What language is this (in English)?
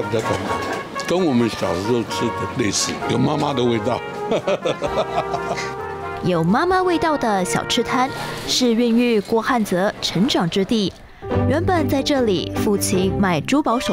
Chinese